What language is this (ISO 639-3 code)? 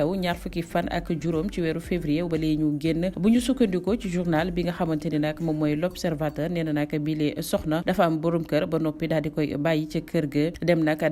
wol